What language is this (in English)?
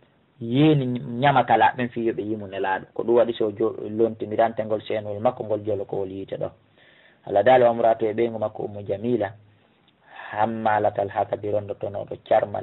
Fula